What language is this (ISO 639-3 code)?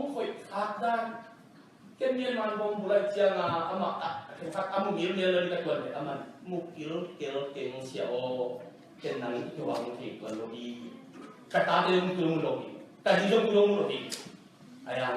ctd